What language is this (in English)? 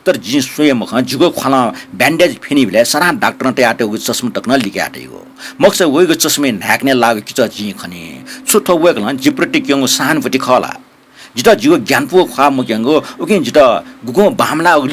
Newari